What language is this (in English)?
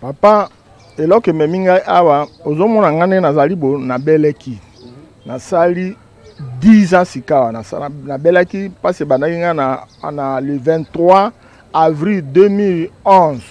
Lingala